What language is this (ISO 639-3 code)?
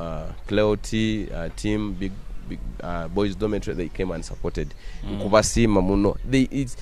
nyo